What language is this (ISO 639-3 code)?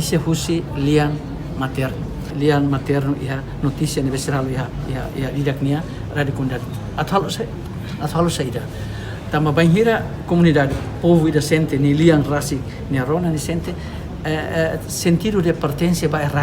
tet